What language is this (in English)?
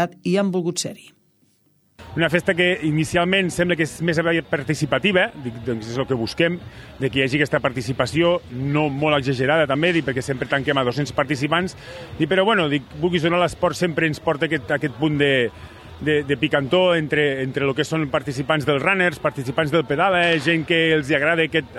Catalan